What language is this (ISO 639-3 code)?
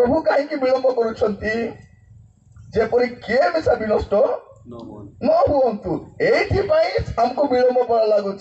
ori